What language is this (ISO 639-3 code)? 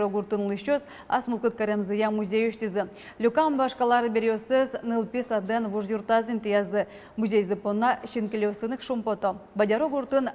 udm